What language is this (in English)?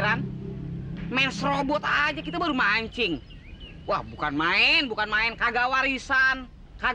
Betawi